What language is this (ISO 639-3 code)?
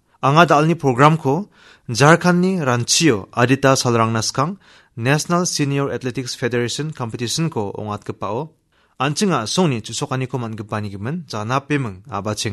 grt